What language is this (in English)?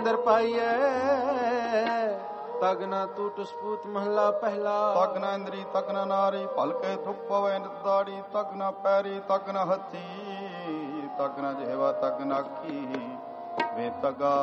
Punjabi